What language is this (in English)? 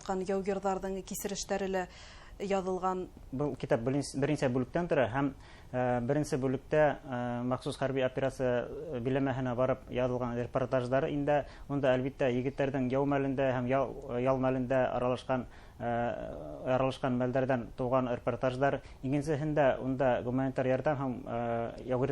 Bashkir